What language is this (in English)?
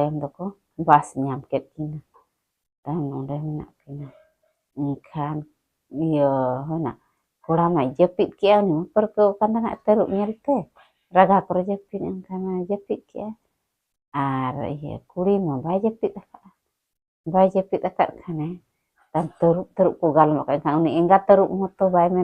Santali